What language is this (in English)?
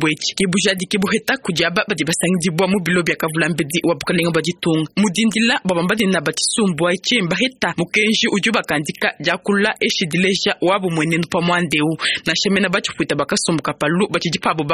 Luba-Lulua